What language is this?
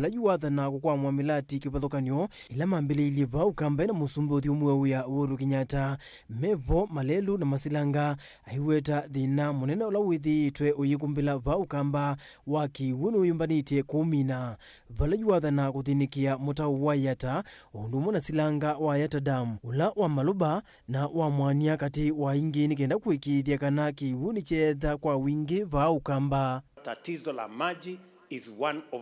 Kamba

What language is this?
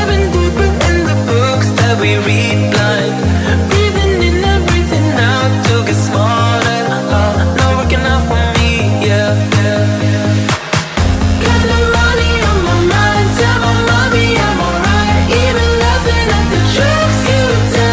English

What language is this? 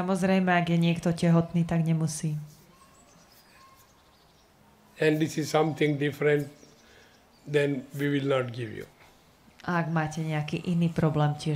Slovak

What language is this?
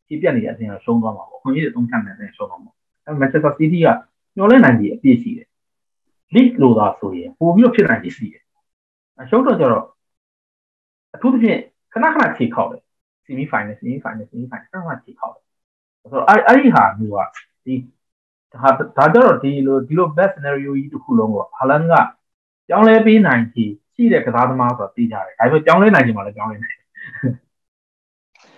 Burmese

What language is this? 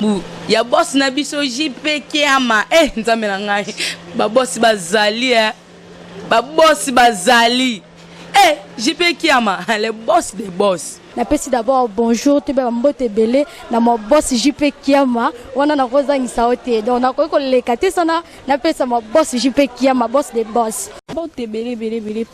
Lingala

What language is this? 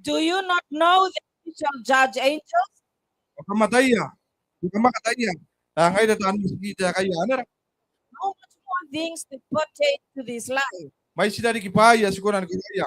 Gilbertese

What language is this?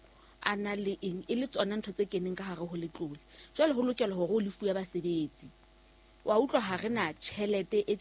Southern Sotho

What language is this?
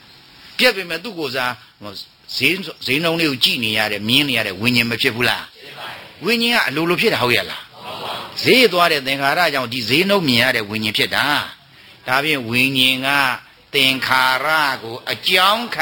Burmese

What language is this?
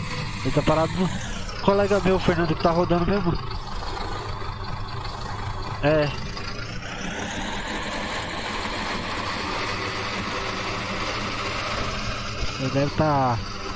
Portuguese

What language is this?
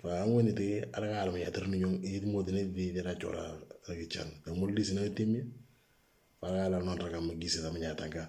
Moro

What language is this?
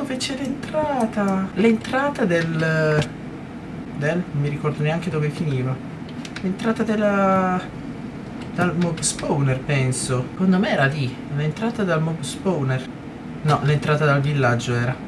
Italian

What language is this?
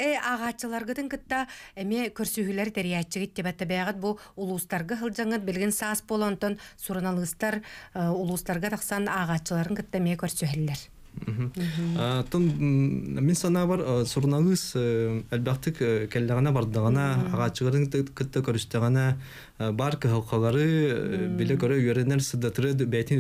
Yakut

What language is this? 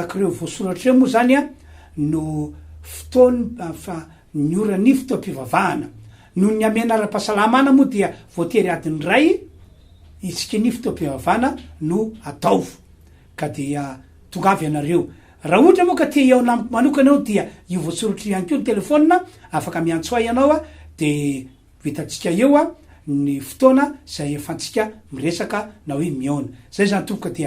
Malagasy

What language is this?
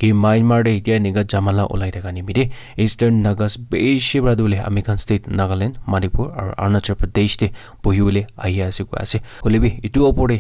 Naga Pidgin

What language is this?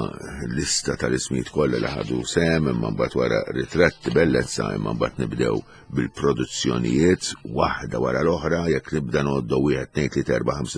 Maltese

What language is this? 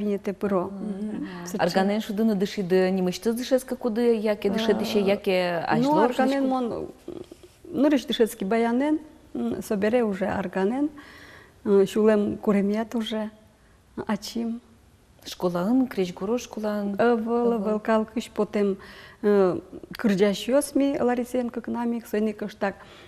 Udmurt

